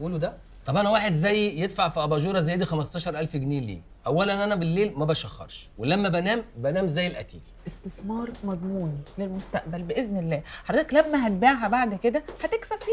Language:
Egyptian Arabic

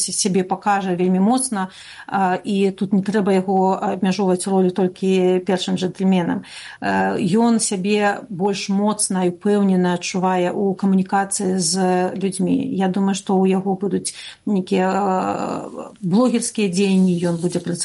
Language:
Belarusian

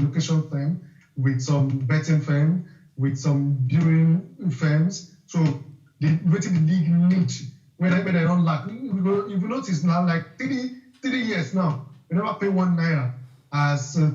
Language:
Nigerian Pidgin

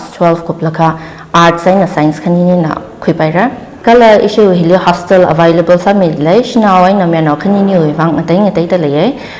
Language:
Tangkhul Naga (India)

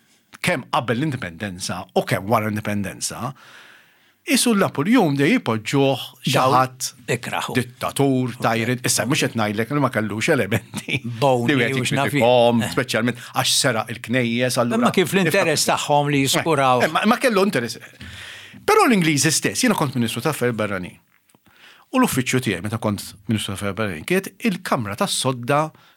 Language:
Maltese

